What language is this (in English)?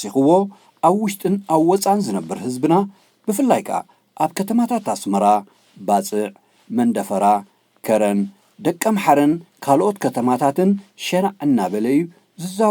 Tigrinya